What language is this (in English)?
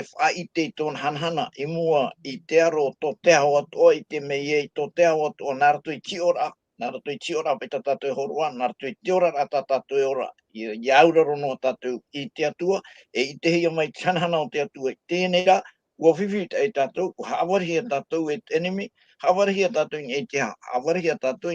Tahitian